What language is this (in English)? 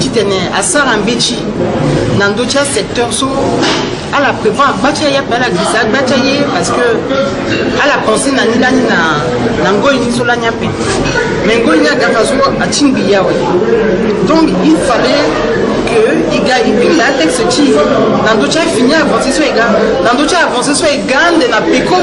Sango